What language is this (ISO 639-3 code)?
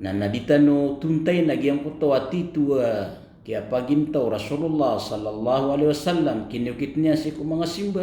mrw